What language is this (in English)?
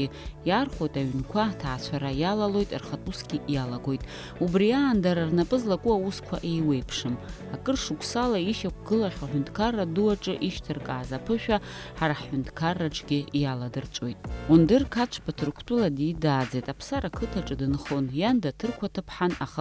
Abkhazian